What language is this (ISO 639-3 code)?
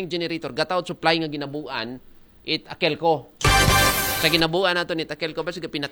akl